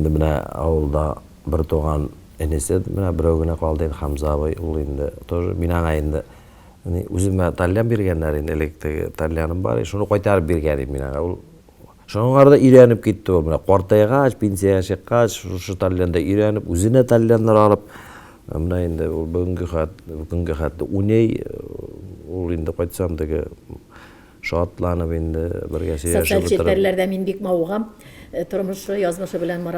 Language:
Tatar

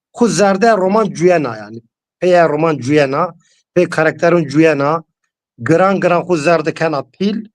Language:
Zaza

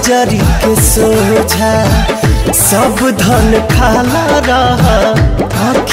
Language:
Bhojpuri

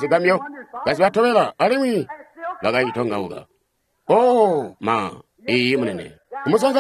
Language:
Tonga (Zambia)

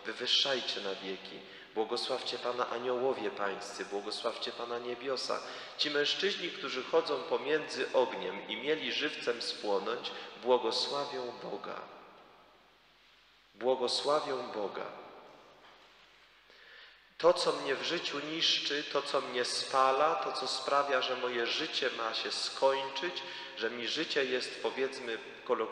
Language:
Polish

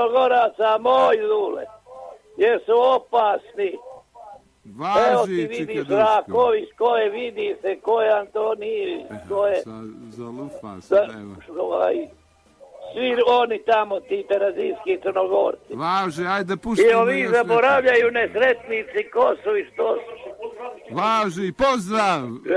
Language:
Bosnian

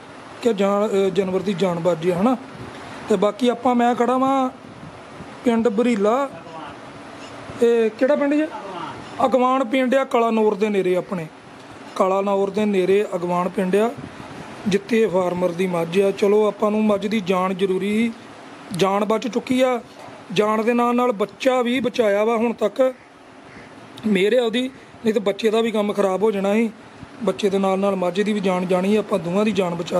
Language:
Punjabi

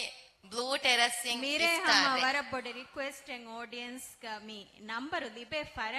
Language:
Divehi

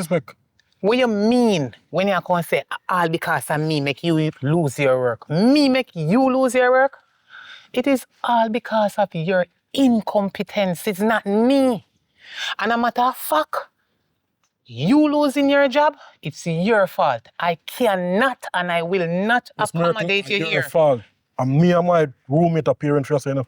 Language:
Jamaican Creole English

